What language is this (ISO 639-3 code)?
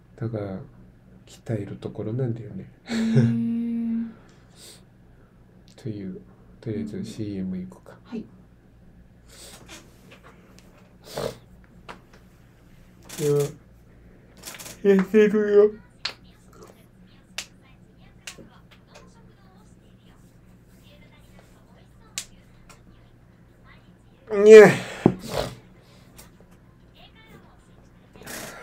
jpn